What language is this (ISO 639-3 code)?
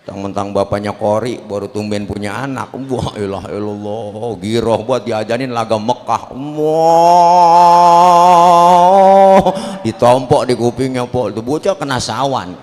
bew